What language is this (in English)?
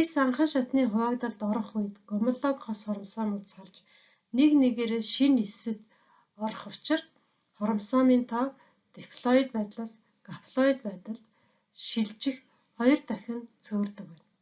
Mongolian